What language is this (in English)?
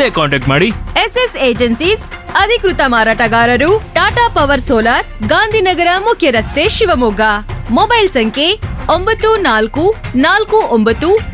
Kannada